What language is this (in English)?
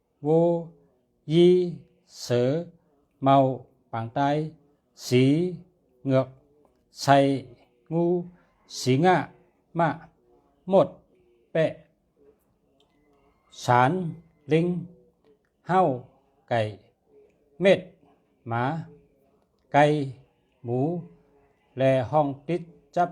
Shan